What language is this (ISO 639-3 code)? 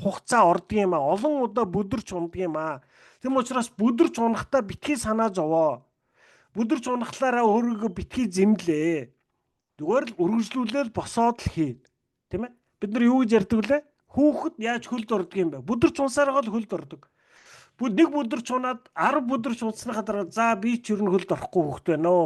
mon